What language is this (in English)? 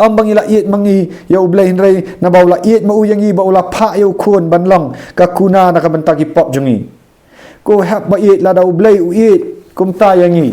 Khasi